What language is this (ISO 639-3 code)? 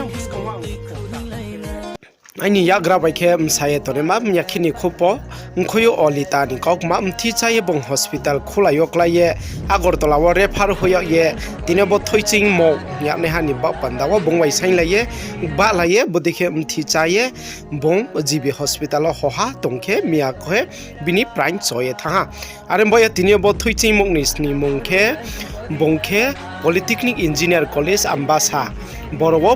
ria